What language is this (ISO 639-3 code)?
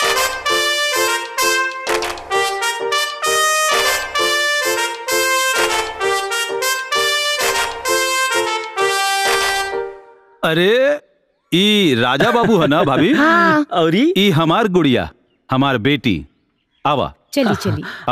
bho